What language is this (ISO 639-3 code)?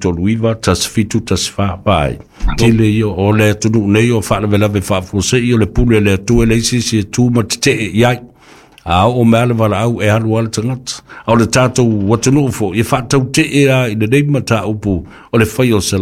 smo